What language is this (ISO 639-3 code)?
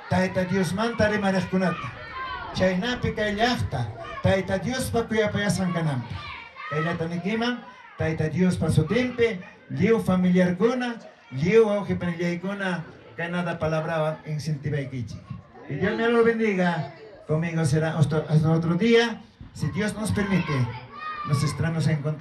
quy